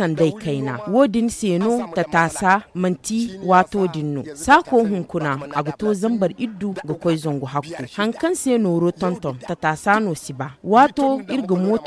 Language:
Zarma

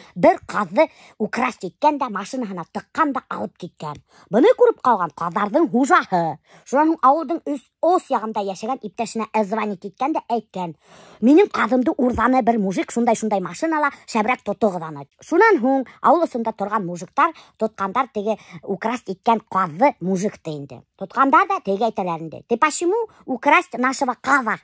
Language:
Bashkir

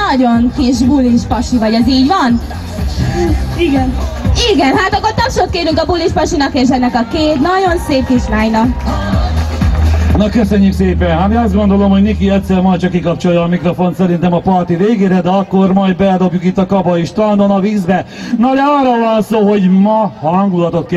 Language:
Hungarian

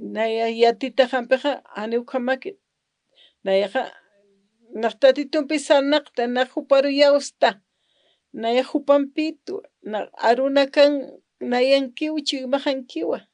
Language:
Aymara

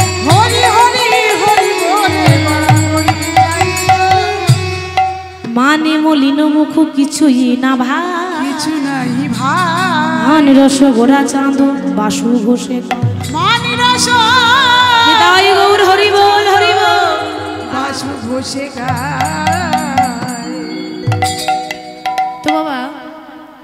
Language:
Bangla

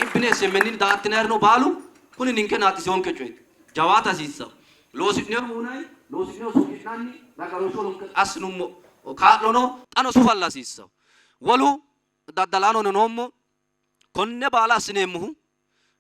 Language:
Sidamo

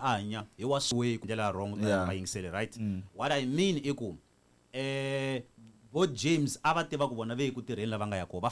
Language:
Tsonga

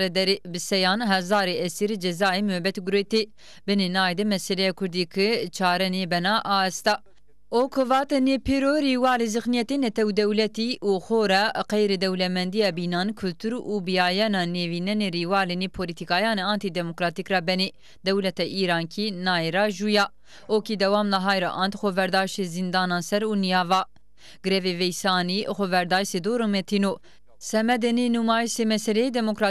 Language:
Zaza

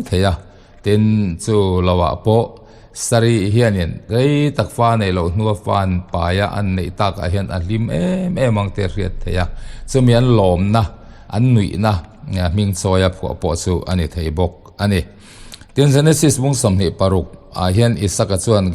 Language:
Mizo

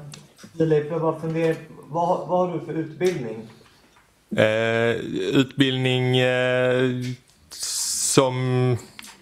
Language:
Swedish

